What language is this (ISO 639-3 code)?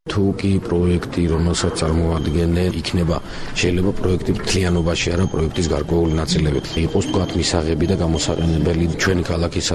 kat